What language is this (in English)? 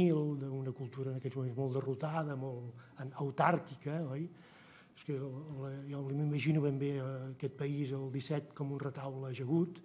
Catalan